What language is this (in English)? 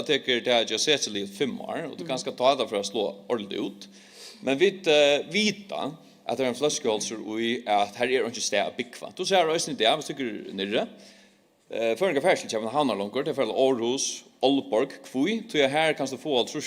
Faroese